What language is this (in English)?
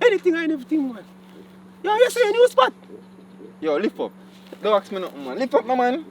Jamaican Creole English